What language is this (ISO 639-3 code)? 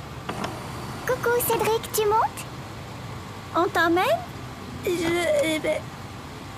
fra